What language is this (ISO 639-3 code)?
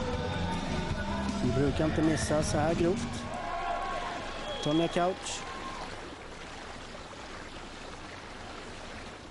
swe